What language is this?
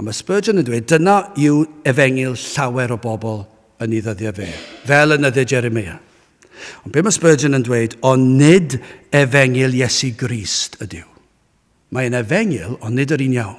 Welsh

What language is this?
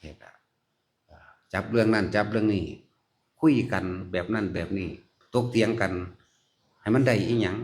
Northeastern Thai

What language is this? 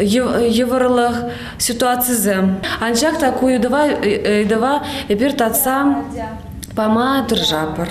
Chuvash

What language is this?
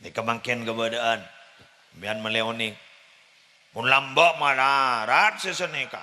Madurese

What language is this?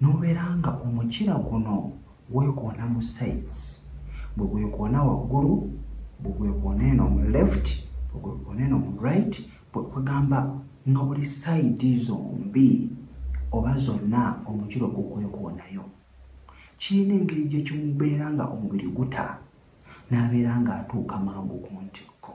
Ganda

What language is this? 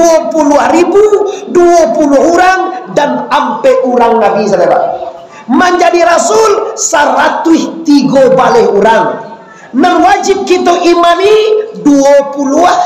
Minangkabau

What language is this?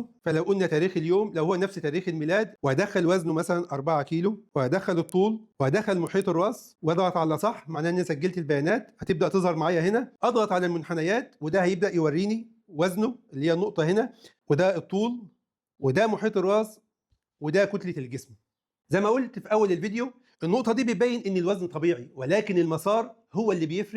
Egyptian Arabic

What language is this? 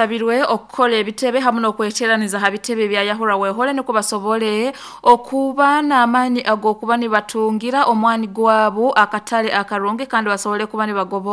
Nyoro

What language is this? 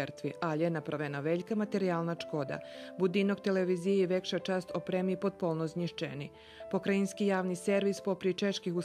Rusyn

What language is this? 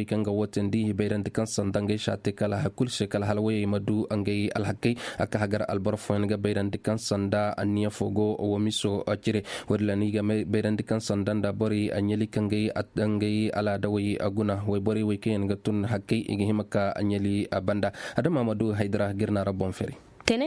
Koyraboro Senni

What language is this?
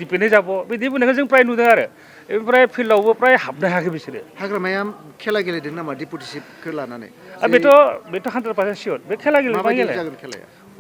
Bodo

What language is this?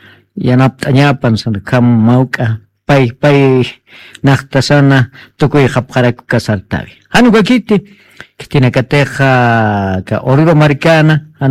Aymara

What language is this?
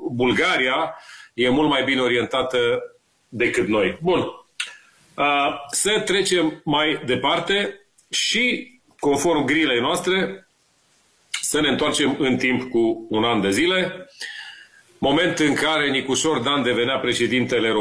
Romanian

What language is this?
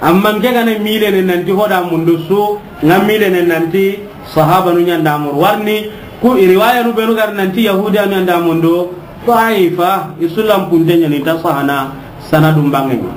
Soninke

